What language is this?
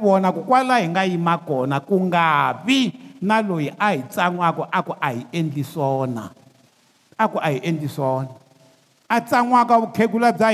Tsonga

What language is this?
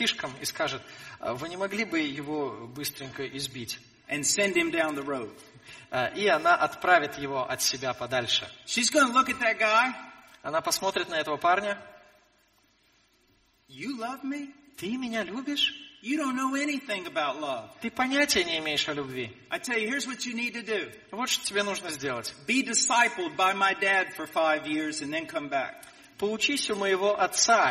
Russian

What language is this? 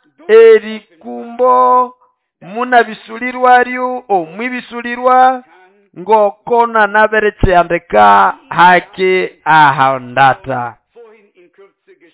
Nande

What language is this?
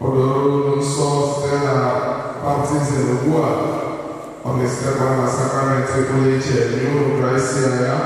Igbo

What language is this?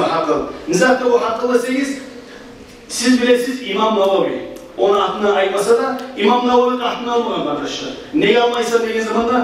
Kumyk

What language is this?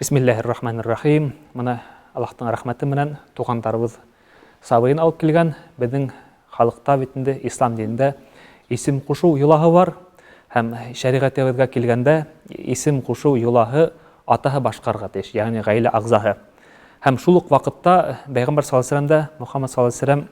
Bashkir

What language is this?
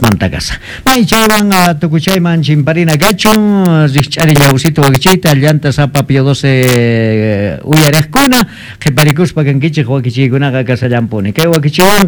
Quechua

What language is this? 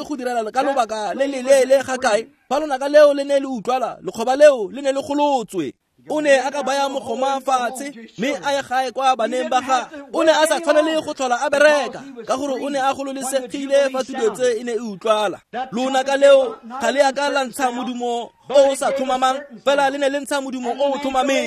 Tswana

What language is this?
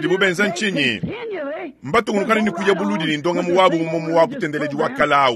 Luba-Lulua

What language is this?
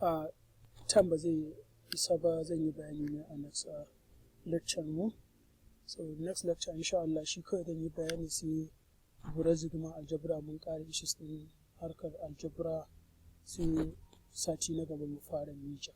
Hausa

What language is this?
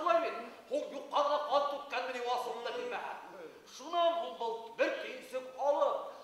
Bashkir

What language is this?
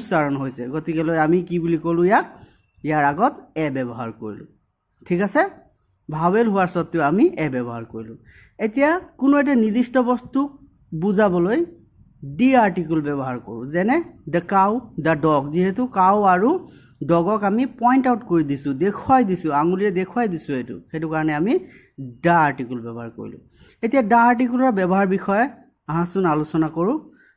Assamese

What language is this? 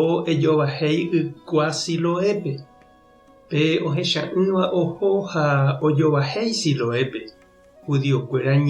Guarani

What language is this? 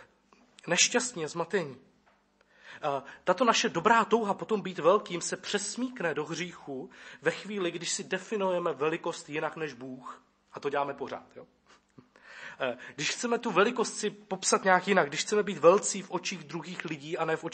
Czech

